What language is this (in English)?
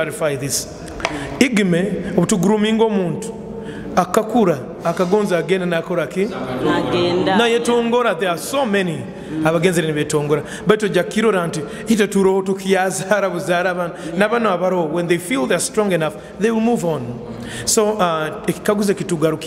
Nyoro